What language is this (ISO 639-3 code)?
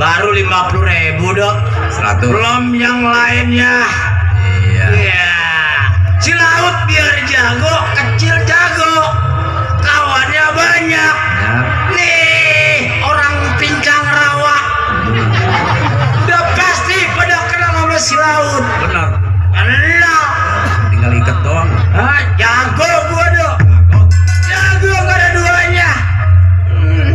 bew